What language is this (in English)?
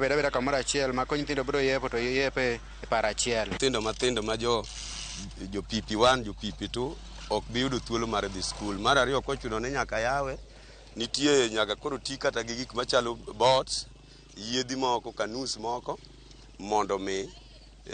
Luo (Kenya and Tanzania)